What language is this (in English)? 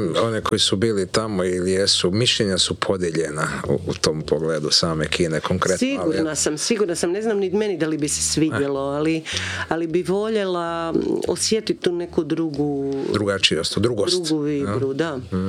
Croatian